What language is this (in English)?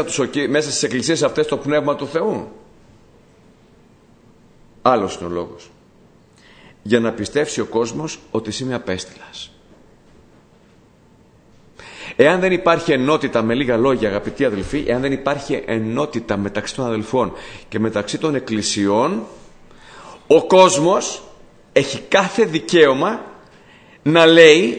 Greek